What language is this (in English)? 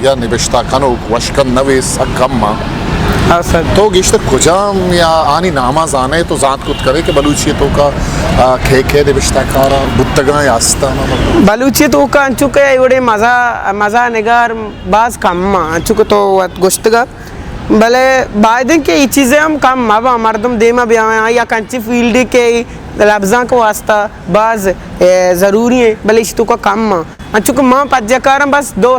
Eastern Balochi